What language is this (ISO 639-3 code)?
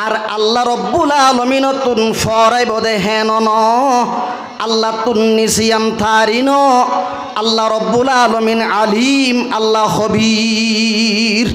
rhg